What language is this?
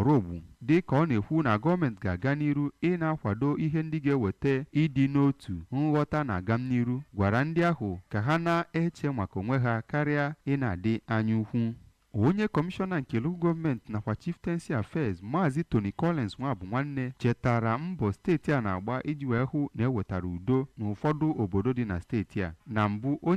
Igbo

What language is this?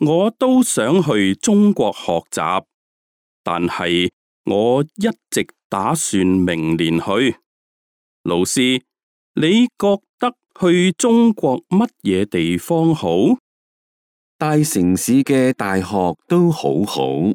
Cantonese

